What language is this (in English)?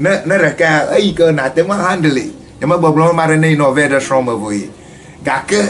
Ewe